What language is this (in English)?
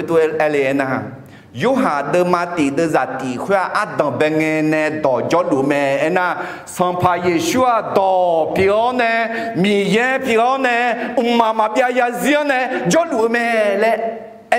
Akha